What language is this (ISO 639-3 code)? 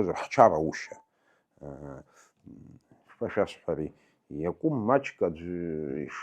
abk